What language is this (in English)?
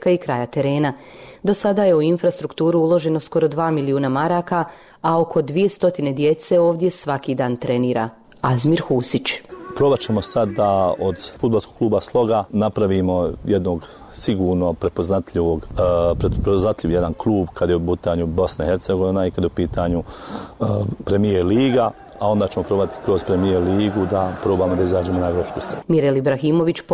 Bosnian